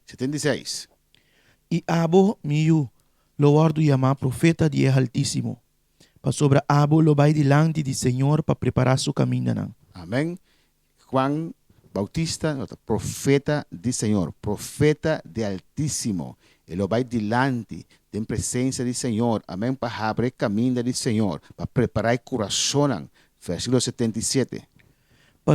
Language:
Papiamento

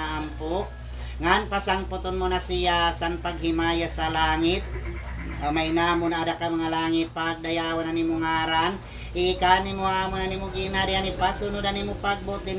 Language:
Waray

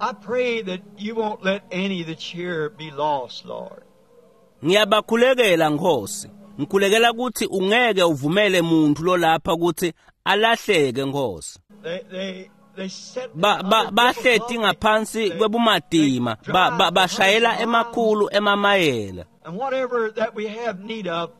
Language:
Swati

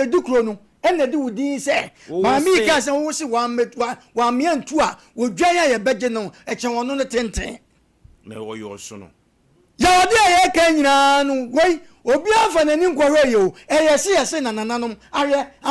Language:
Akan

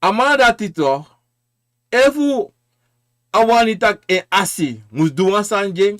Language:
Sranan Tongo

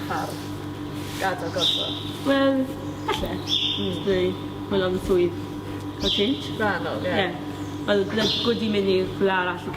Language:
Welsh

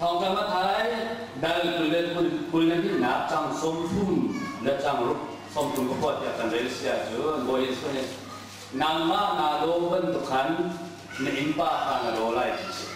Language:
Hakha Chin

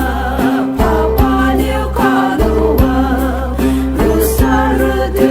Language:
Poumei Naga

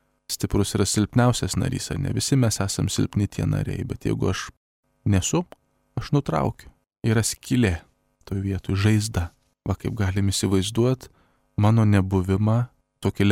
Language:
Lithuanian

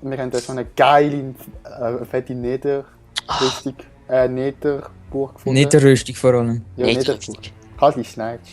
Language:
Swiss German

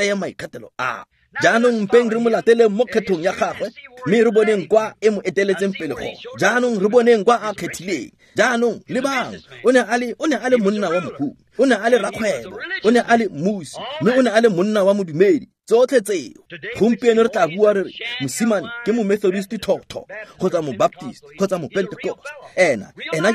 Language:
Tswana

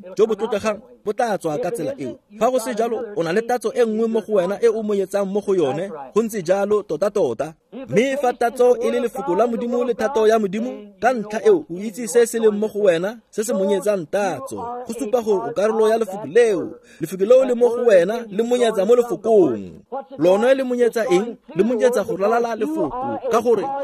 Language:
Tswana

